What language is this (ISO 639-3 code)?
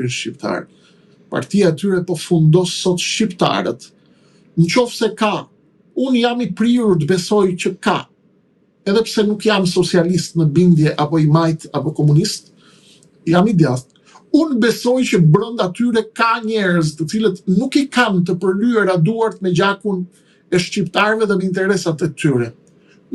sqi